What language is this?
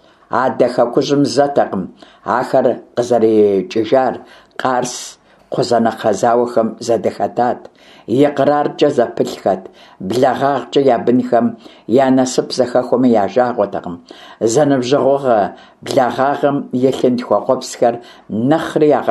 Kabardian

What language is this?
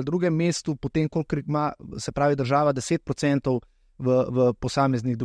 Slovenian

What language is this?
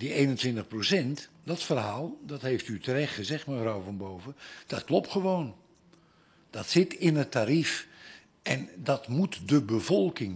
Dutch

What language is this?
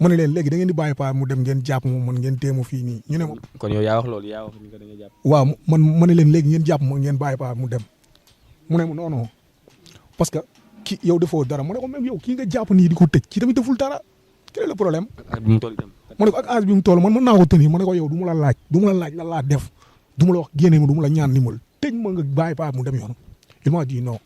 Wolof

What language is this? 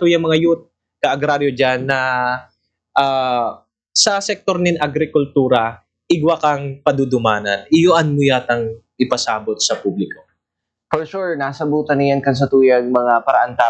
Bikol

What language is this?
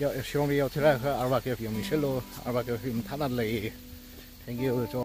Tangkhul Naga (India)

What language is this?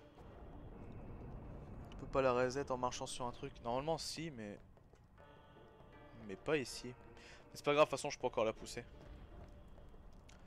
French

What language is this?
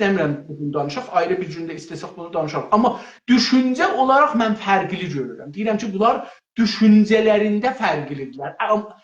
South Azerbaijani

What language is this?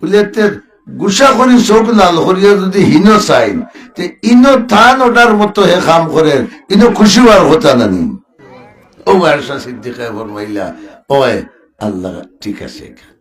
Sylheti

